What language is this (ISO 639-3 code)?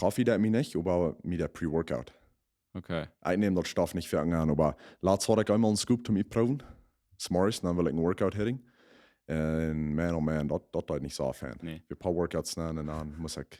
pdt